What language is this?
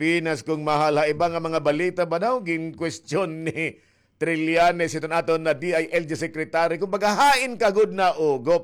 Waray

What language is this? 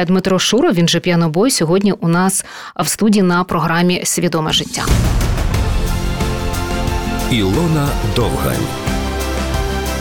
Ukrainian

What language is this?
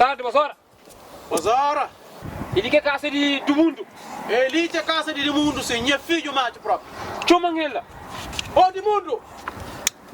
Kabuverdianu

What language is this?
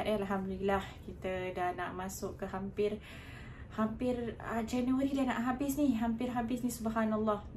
Malay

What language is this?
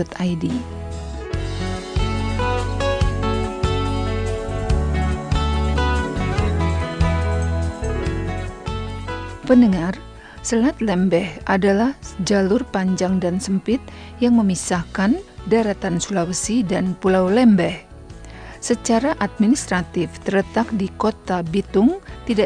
Indonesian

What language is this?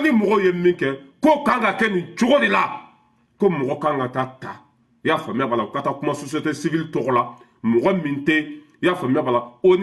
Bambara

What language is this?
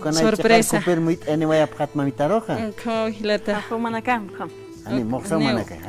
Aymara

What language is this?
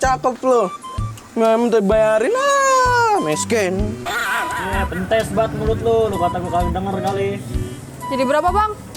Betawi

